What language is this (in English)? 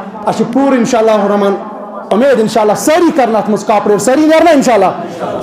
Kashmiri